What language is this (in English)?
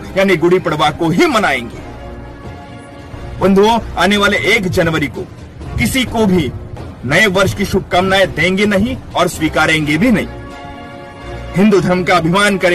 Hindi